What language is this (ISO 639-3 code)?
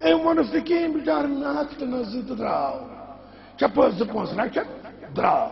kas